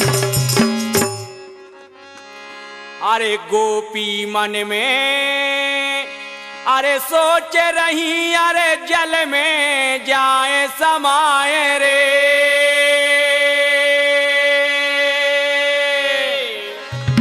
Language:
Bundeli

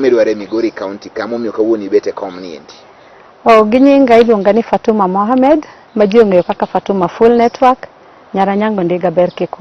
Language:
Luo (Kenya and Tanzania)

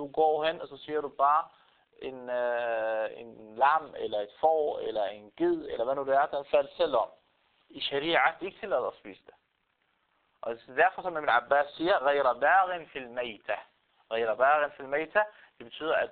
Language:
Danish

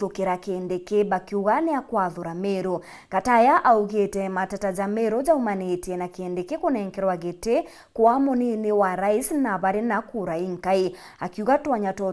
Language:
Meru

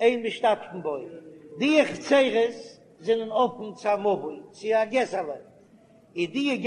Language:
Yiddish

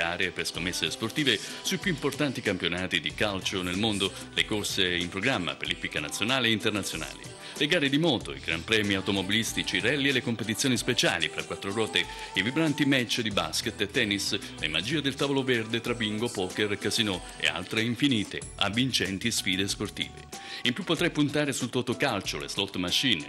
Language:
Italian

